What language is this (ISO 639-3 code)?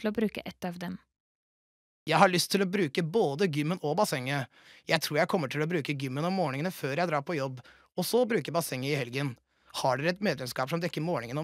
nor